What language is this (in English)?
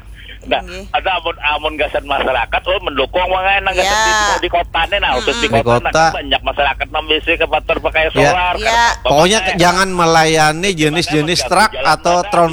Banjar